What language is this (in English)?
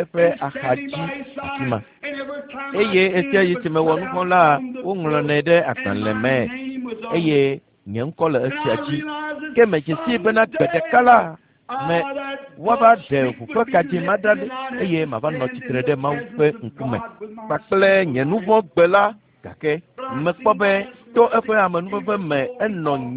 Ewe